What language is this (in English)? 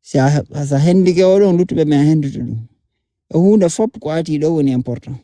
Fula